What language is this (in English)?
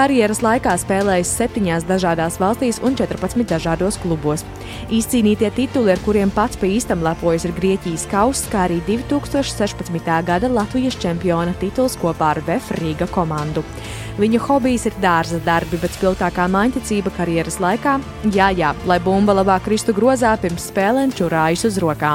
Latvian